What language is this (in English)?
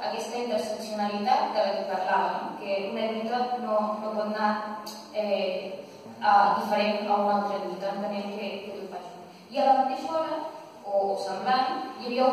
Catalan